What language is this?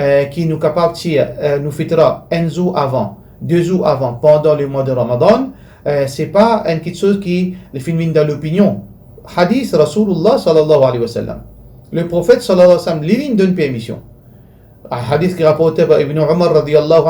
Morisyen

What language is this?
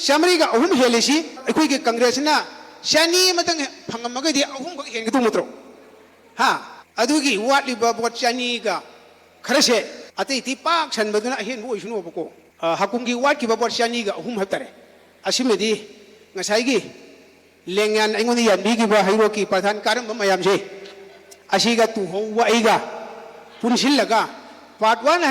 Manipuri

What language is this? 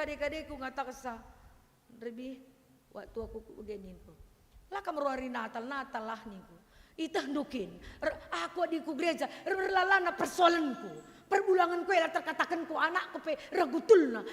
Batak Karo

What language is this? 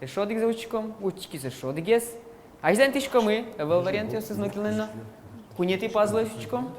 Udmurt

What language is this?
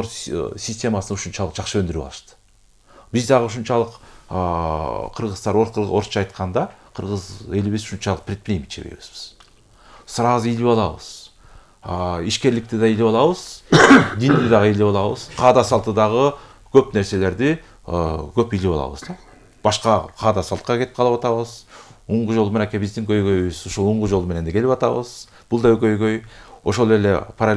Kyrgyz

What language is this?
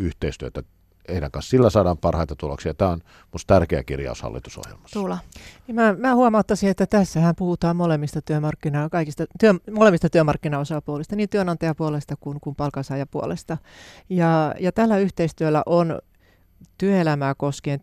Finnish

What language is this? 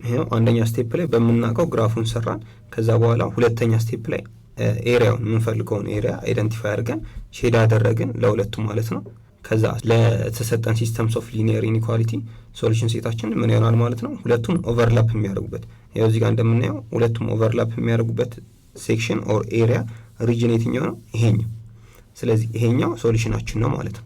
Amharic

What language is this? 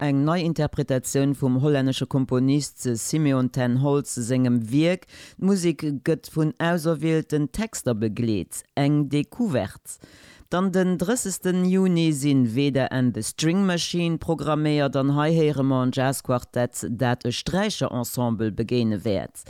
Luxembourgish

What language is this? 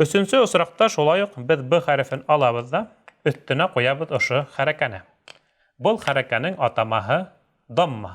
Bashkir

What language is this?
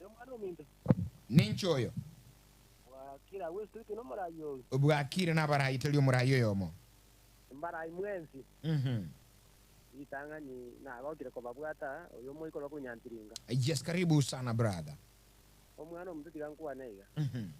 Gusii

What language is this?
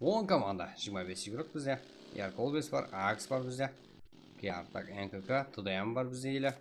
Kara-Kalpak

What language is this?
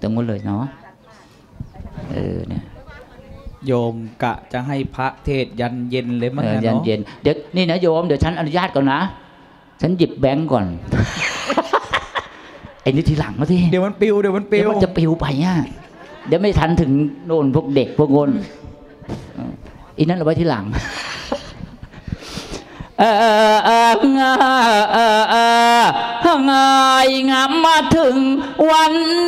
Thai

